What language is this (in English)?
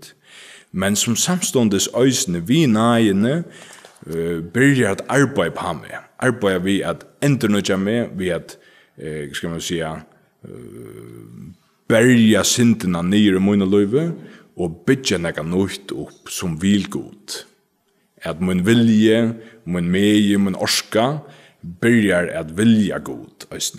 Faroese